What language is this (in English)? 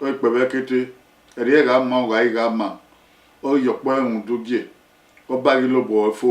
Bini